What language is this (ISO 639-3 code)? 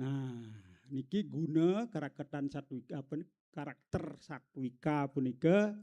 ban